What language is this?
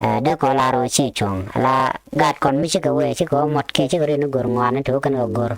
Nuer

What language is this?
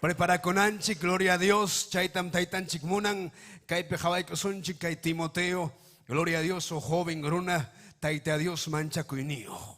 Ayacucho Quechua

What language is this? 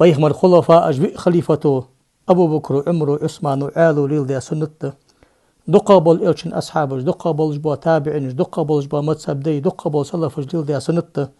Ingush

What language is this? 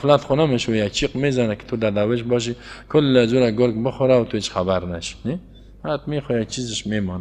Persian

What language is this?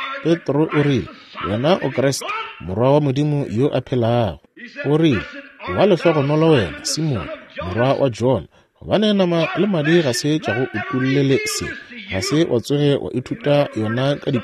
Northern Sotho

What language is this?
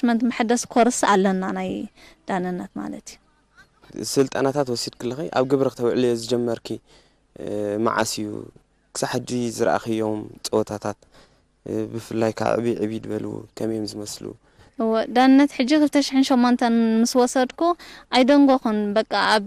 Tigrinya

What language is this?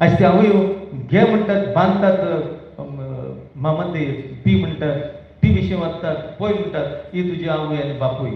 Konkani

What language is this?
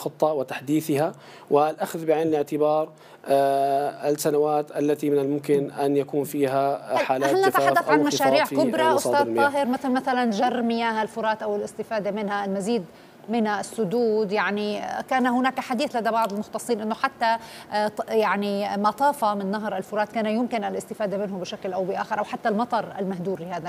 Arabic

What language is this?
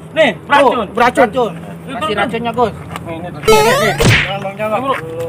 Betawi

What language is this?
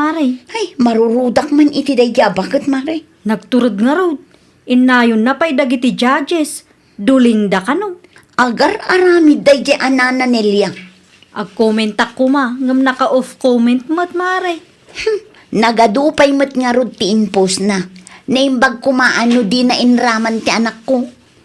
Iloko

